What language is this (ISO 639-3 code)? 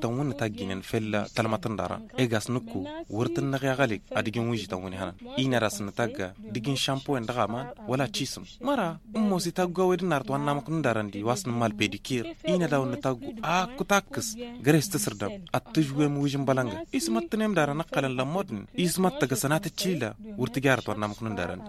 taq